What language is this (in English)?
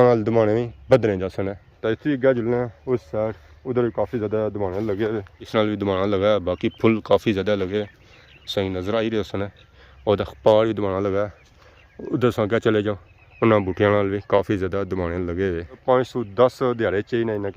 Pahari-Potwari